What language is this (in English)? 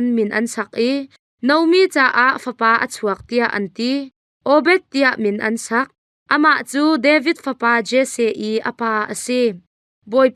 Hakha Chin